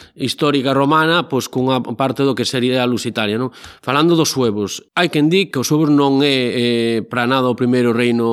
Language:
Galician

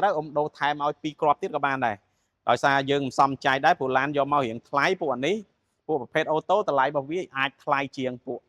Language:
Khmer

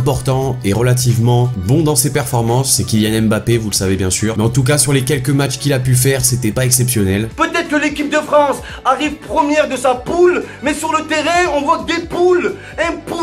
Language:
French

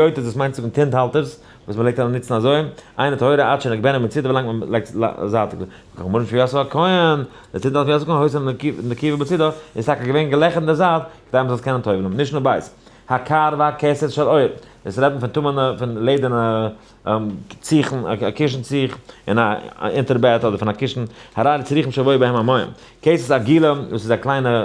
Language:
Yiddish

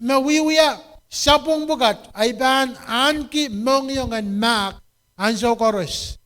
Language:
Pohnpeian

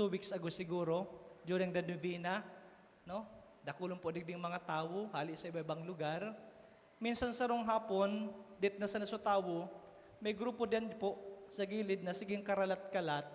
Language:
Bikol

